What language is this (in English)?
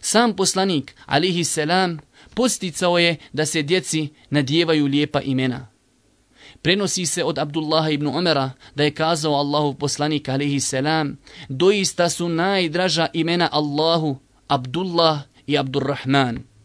Bosnian